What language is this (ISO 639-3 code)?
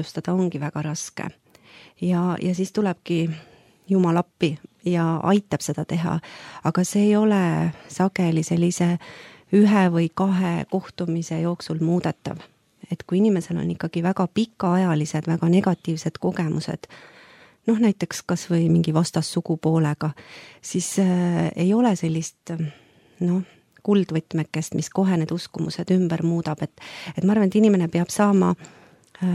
est